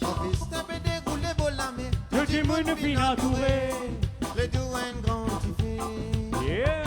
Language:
Morisyen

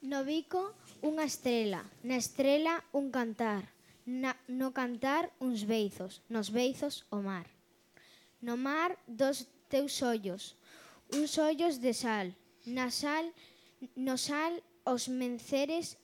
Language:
Galician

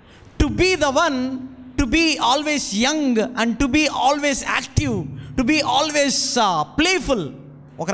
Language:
Telugu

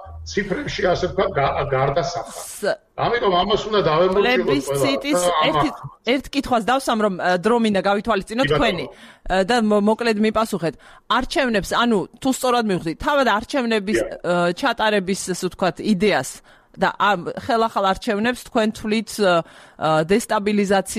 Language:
Georgian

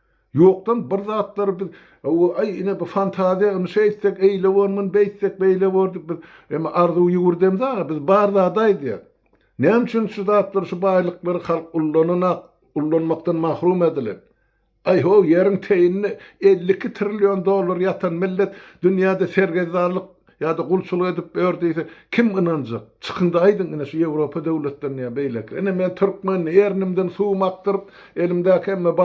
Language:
Turkmen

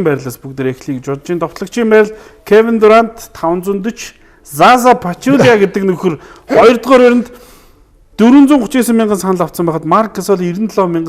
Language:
Mongolian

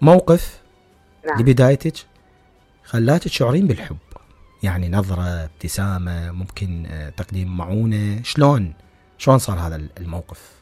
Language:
Mesopotamian Arabic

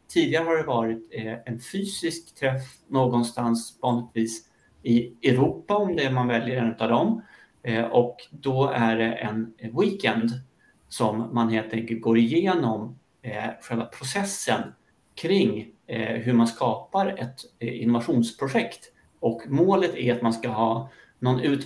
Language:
Swedish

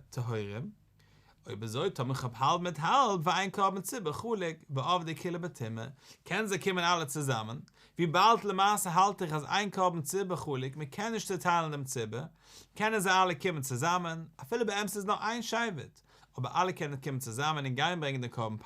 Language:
Yiddish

